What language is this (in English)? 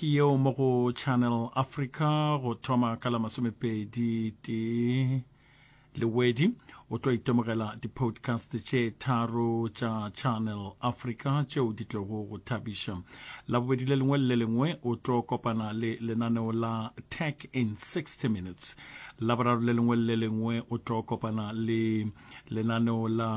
Northern Sotho